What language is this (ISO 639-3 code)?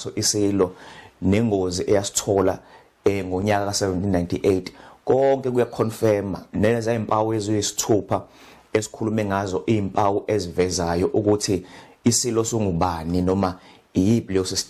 zul